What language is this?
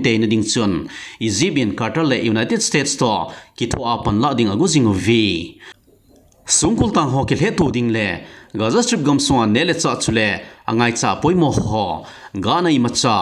Thado Chin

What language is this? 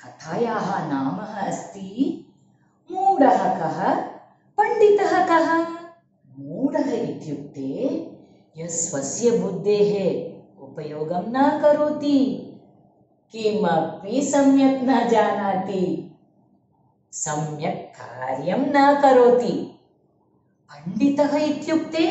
Sanskrit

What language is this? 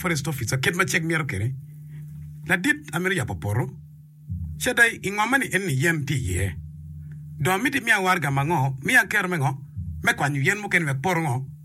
Acoli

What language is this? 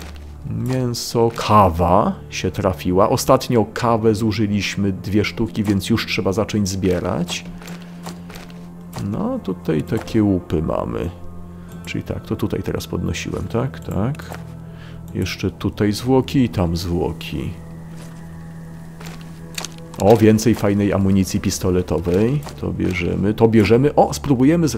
Polish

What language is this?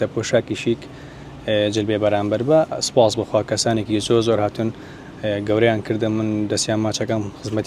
Central Kurdish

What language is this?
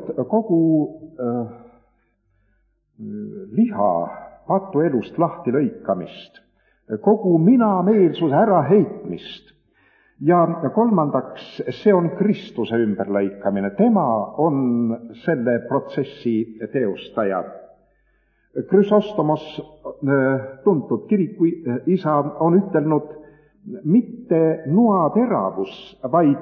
Estonian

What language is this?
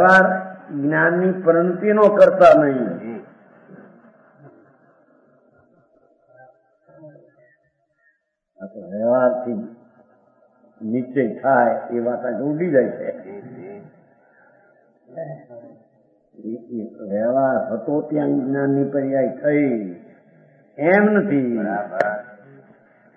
Gujarati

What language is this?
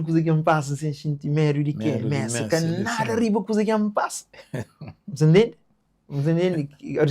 Kabuverdianu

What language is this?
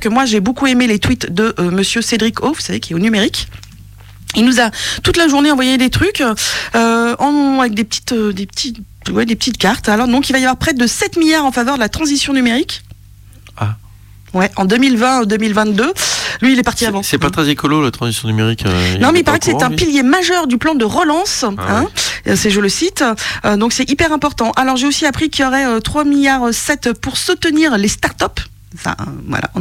French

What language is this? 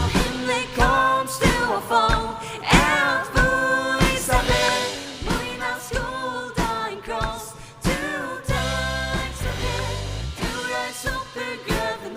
Faroese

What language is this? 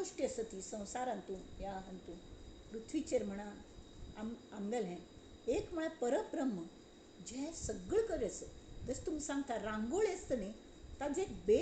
Konkani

